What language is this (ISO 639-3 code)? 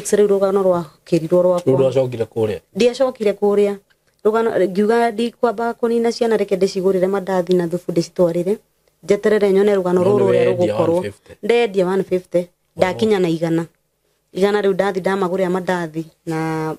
kik